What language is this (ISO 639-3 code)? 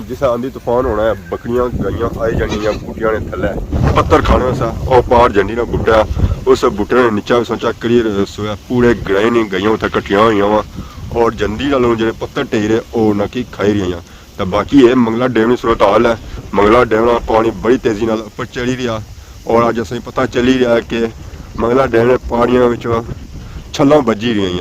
phr